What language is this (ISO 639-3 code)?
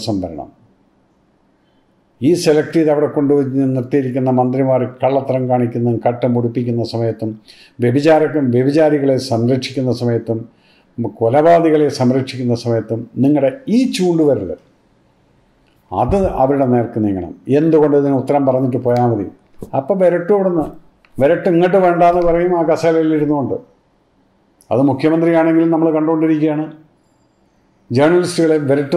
mal